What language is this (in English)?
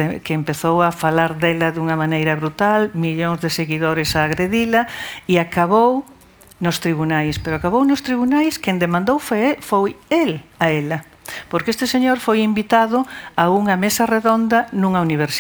Galician